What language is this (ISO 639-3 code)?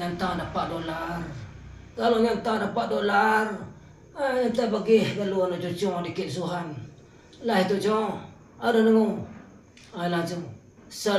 min